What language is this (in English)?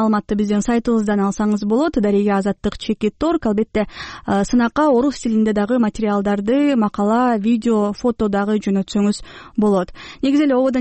Kyrgyz